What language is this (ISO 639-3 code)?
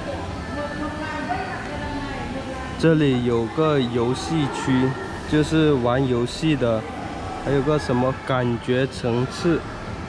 zho